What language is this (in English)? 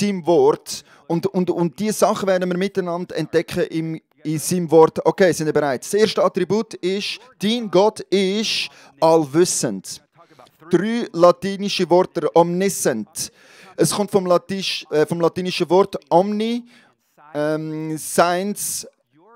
Swiss German